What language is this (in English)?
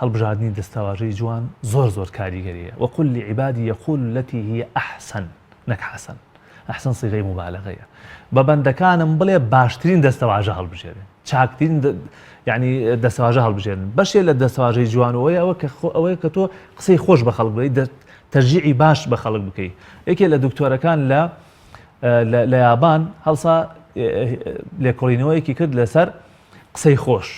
Central Kurdish